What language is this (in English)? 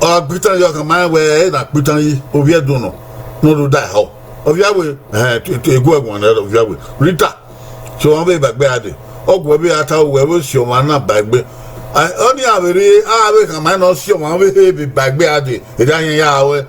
Bini